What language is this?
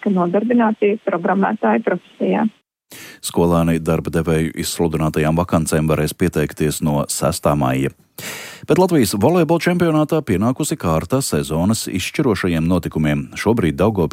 Latvian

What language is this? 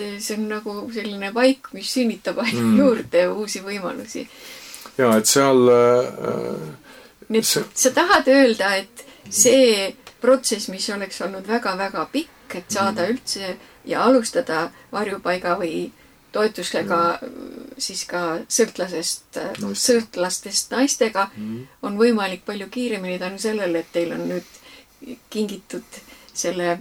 Estonian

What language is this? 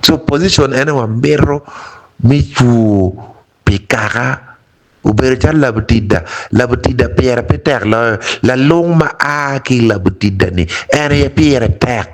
Acoli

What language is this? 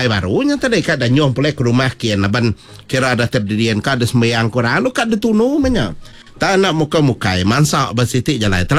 Iban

